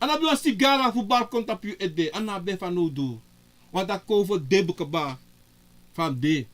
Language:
Sranan Tongo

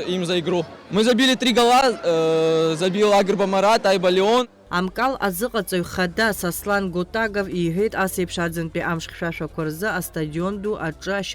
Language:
Abkhazian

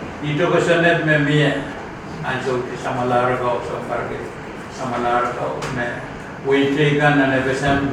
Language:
Pohnpeian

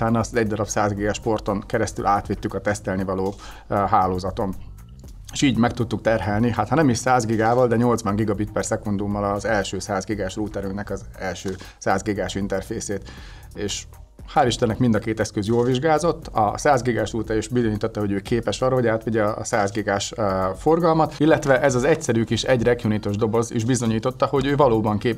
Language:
Hungarian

